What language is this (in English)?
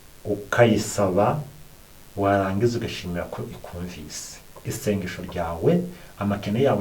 Kinyarwanda